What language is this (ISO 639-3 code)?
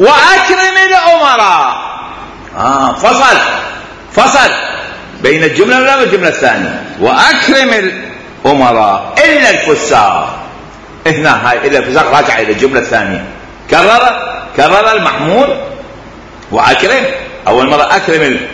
acm